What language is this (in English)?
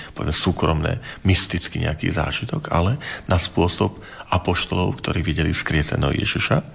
Slovak